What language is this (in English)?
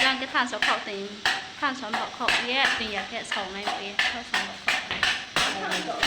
Riang (India)